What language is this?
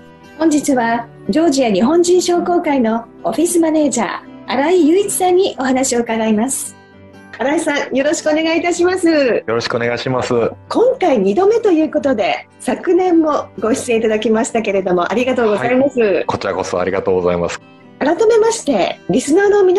Japanese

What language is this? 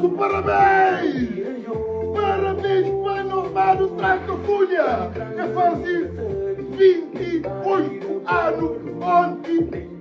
Kabuverdianu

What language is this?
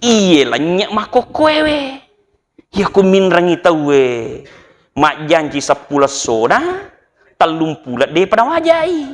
Buginese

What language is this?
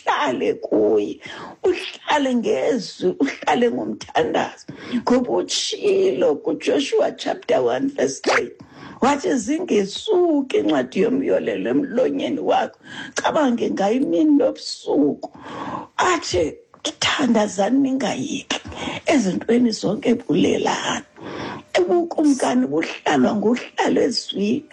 Xhosa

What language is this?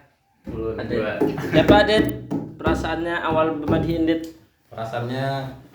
Banjar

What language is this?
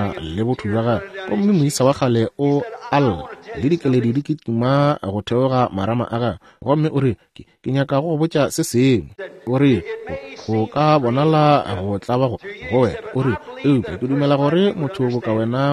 Northern Sotho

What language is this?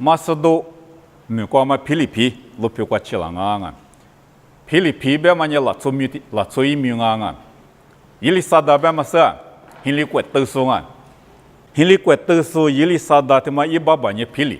Lisu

